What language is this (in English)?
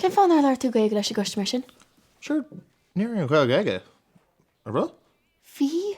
Irish